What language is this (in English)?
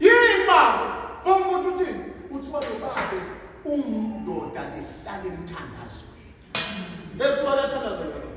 Zulu